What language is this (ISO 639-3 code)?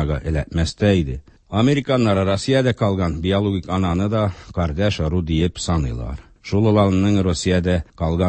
tat